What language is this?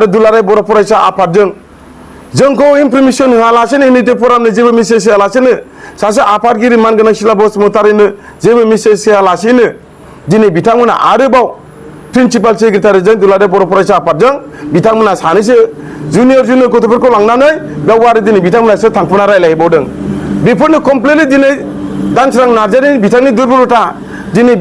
Bodo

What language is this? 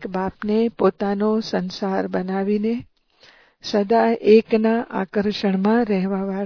Gujarati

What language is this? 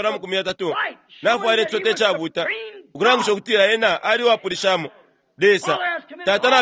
Bemba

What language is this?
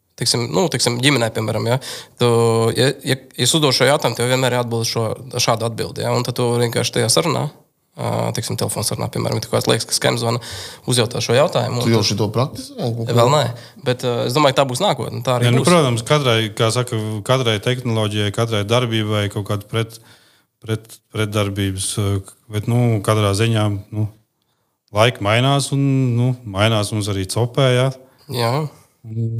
Latvian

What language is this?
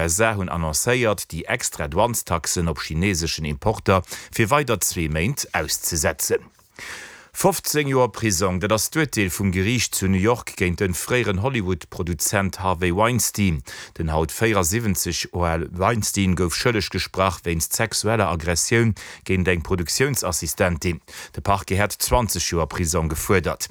Luxembourgish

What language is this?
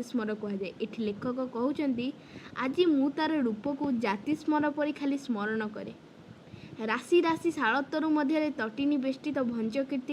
Odia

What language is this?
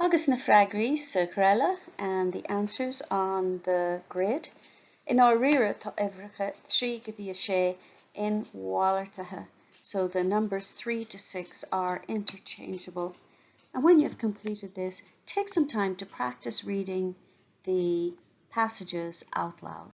Irish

